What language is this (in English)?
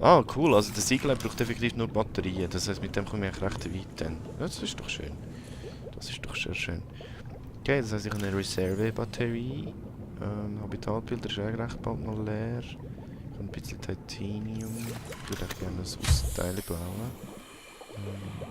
Swiss German